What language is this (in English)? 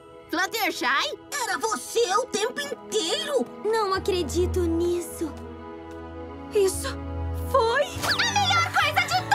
Portuguese